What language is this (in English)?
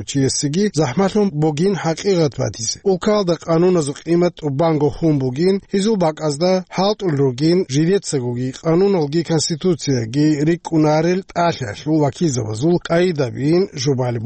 Avaric